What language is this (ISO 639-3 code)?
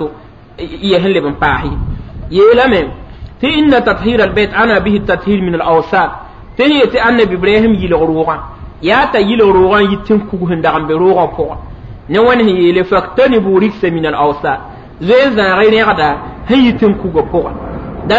mos